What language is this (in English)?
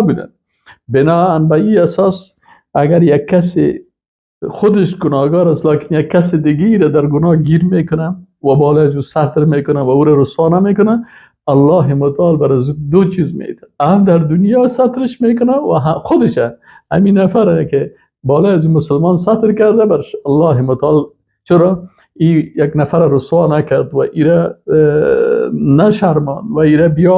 Persian